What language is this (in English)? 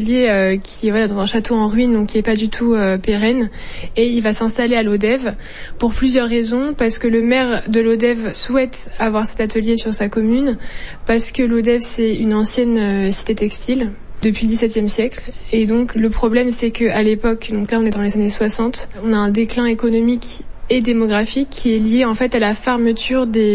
French